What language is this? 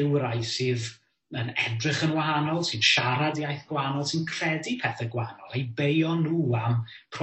Welsh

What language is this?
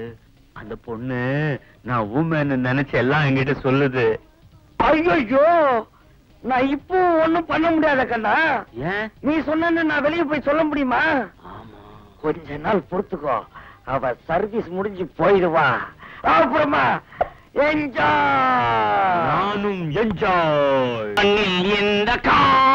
Tamil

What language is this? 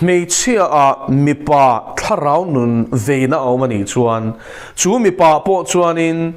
Mizo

